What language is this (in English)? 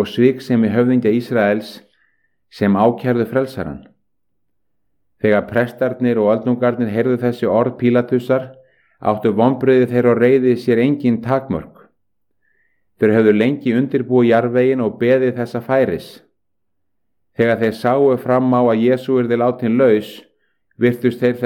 Icelandic